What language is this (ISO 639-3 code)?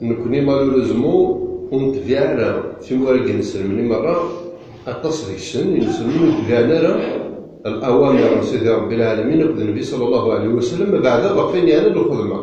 kab